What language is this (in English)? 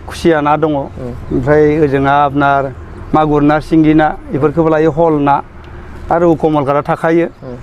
Bodo